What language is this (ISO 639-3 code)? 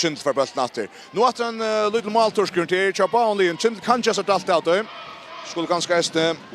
fao